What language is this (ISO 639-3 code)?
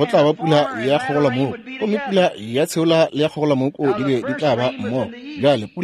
nso